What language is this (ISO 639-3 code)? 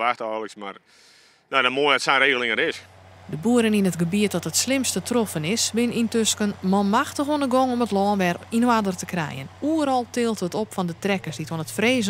fry